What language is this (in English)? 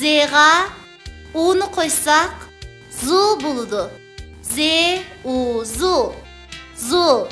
Uyghur